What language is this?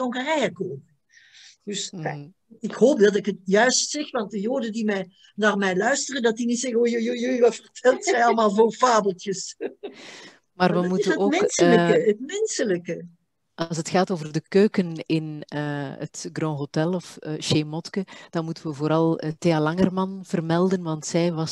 Dutch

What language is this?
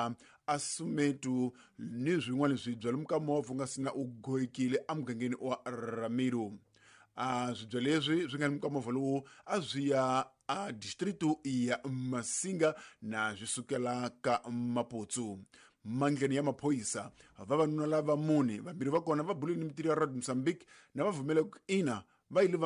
Tsonga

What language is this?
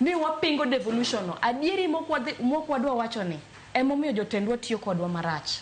Luo (Kenya and Tanzania)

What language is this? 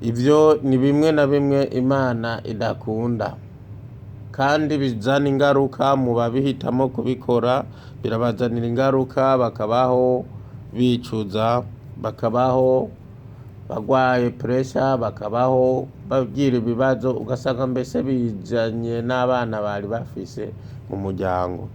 Rundi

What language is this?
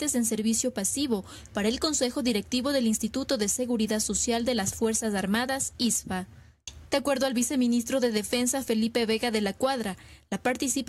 Spanish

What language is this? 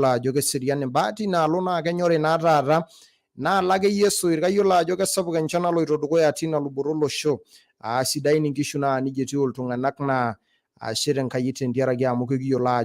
Masai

